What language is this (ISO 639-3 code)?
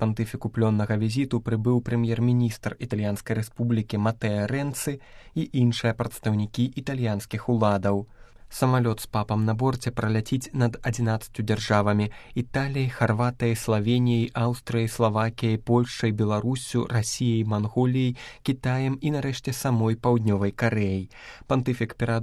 bel